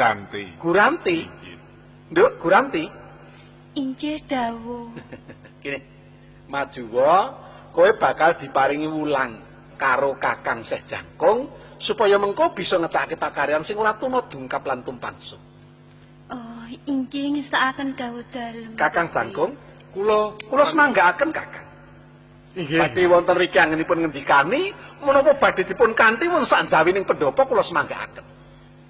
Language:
Javanese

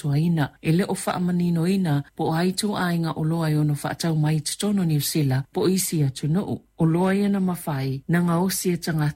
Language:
Samoan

